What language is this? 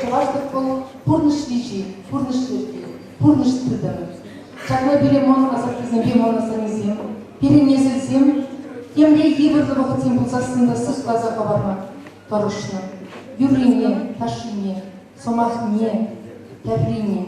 Chuvash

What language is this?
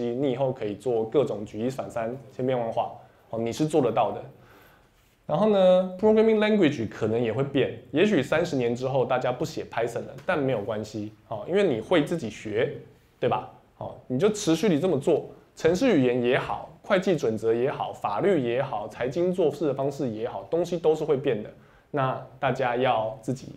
Chinese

